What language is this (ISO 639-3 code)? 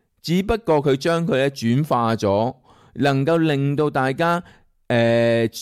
yue